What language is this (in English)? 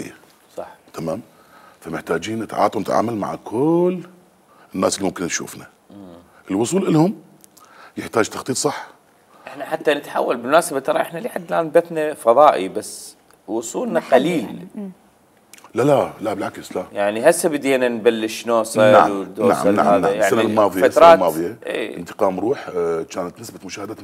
Mesopotamian Arabic